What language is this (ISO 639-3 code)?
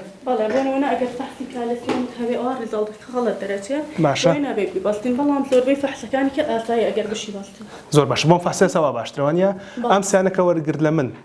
ckb